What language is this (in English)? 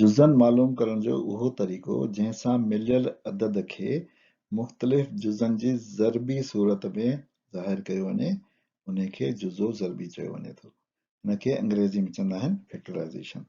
Sindhi